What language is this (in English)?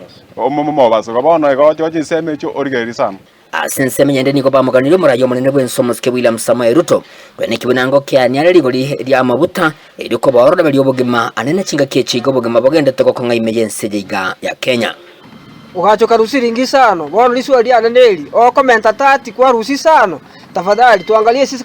Gusii